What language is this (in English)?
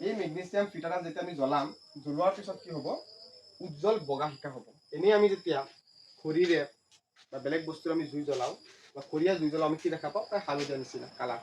Assamese